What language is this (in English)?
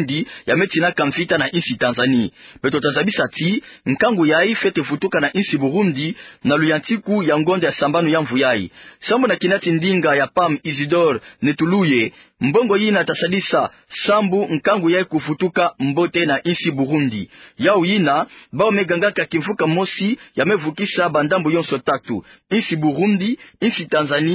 Kituba (Democratic Republic of Congo)